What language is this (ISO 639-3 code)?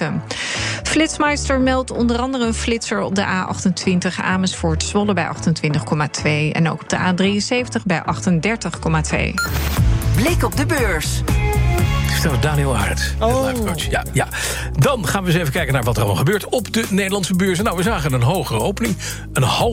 nld